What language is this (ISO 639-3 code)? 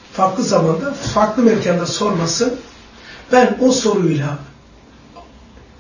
tur